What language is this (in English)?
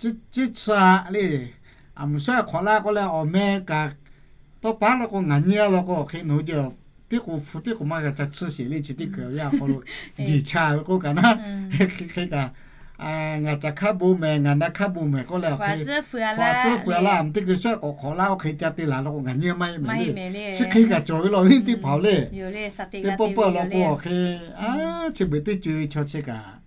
Lahu